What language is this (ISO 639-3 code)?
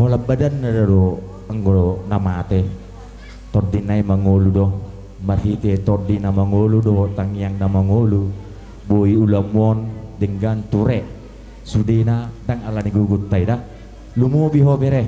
bbc